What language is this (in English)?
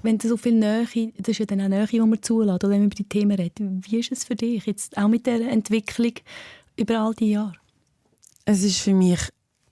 Swiss German